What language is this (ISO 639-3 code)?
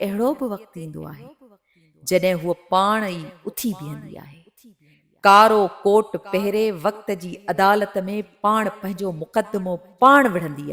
snd